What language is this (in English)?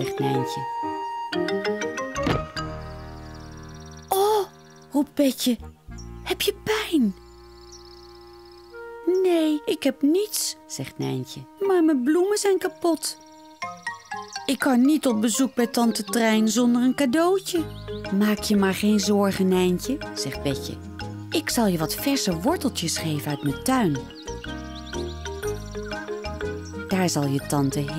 Dutch